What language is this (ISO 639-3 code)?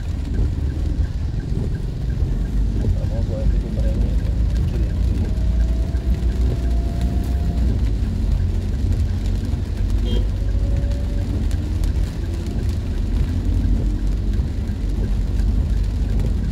ind